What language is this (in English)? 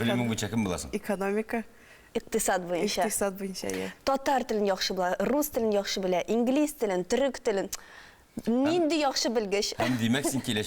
Tatar